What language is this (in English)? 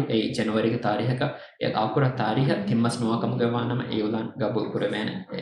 Divehi